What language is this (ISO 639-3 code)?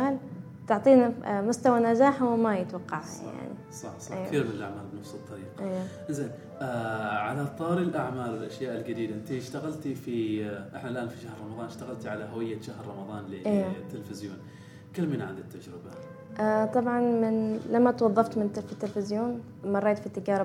afb